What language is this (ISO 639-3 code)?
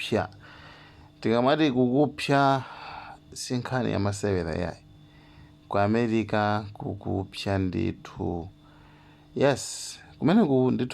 nya